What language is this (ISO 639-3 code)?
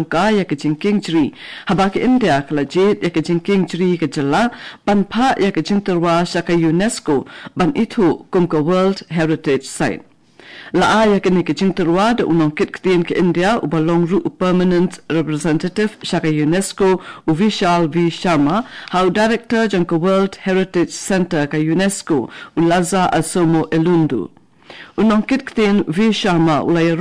kha